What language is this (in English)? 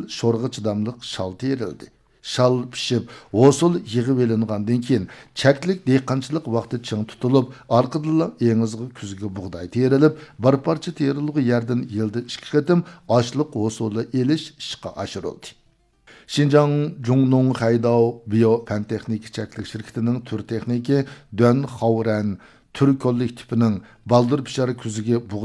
Uyghur